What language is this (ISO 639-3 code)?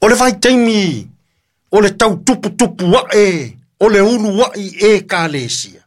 smo